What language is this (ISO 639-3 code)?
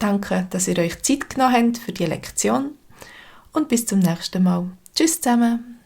gsw